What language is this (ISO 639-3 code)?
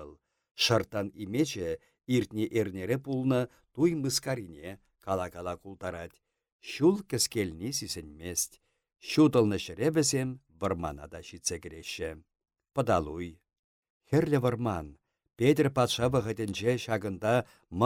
chv